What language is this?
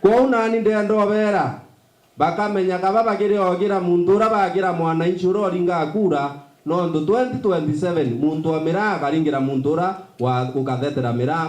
Meru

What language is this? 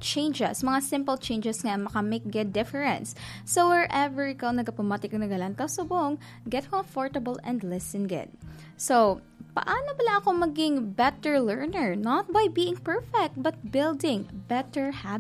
Hiligaynon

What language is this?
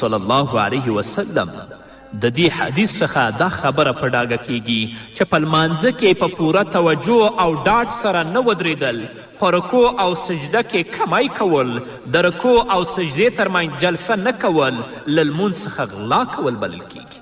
Pashto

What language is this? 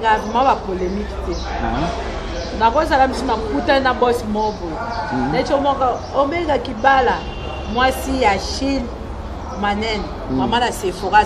Lingala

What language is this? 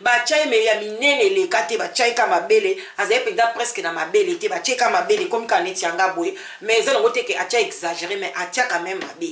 Lingala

